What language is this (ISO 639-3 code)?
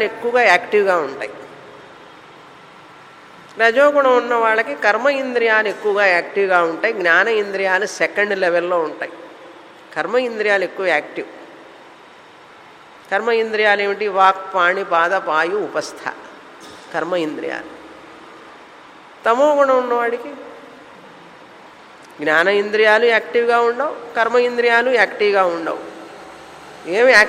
tel